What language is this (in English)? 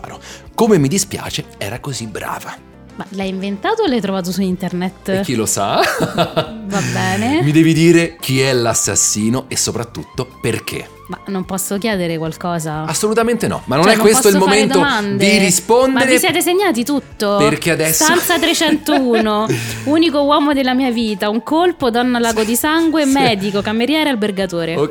Italian